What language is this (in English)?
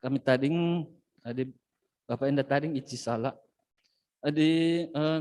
Batak Karo